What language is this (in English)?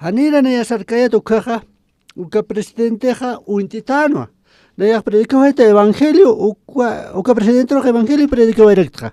Aymara